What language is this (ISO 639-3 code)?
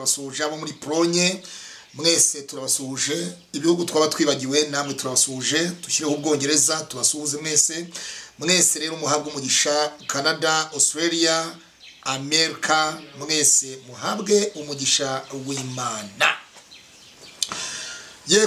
kin